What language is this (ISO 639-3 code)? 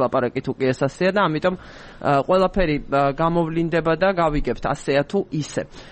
kat